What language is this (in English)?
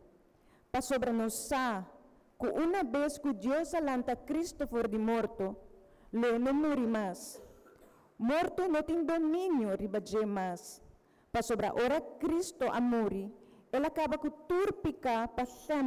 Papiamento